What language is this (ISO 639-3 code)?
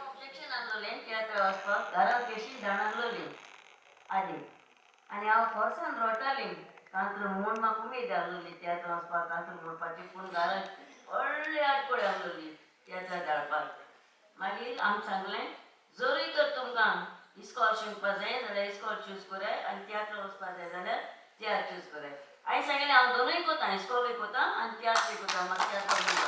kok